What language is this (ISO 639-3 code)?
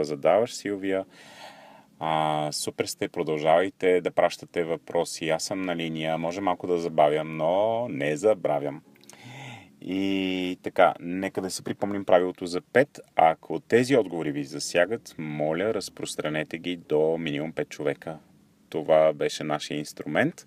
bul